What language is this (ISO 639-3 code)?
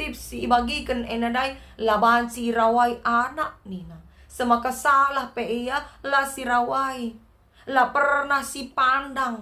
btx